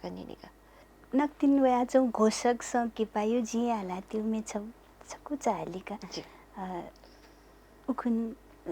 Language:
Newari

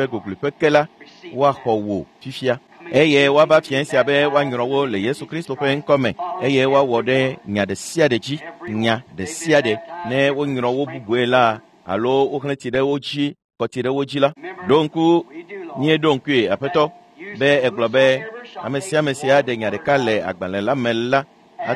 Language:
Ewe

